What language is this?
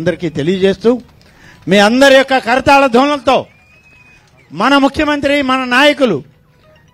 Telugu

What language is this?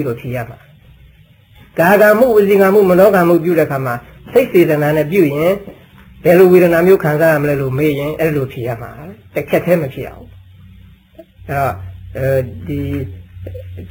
Burmese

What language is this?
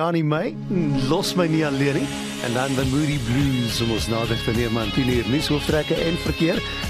Afrikaans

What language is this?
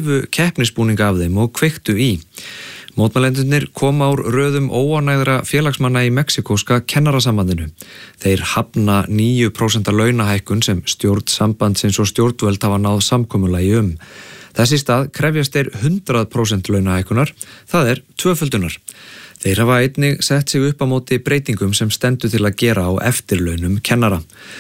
Icelandic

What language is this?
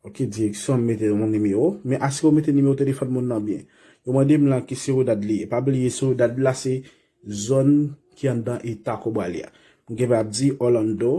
Haitian Creole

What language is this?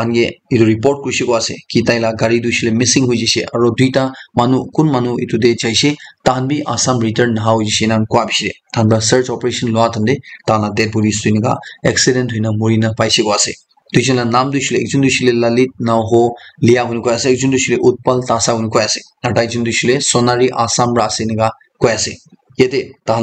Naga Pidgin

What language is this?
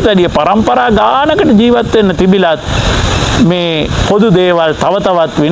Sinhala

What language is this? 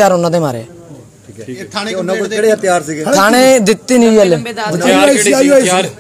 Punjabi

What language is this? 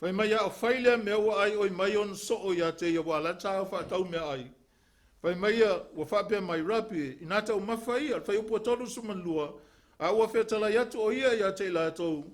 Samoan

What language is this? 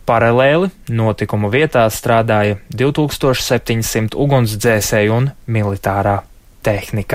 Latvian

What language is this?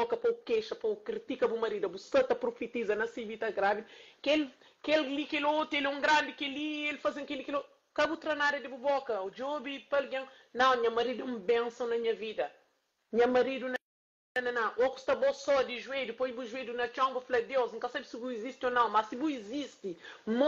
Kabuverdianu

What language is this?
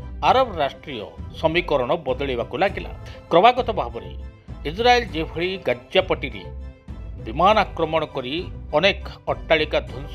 Odia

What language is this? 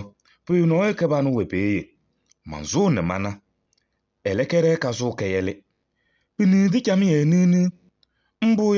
Kabiyè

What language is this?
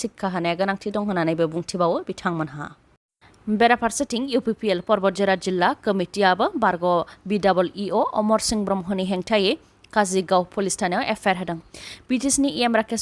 Bodo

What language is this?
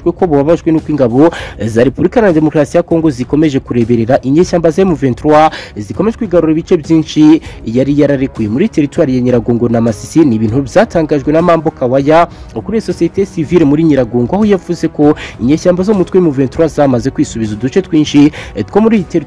Kinyarwanda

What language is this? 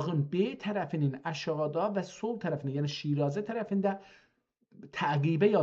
South Azerbaijani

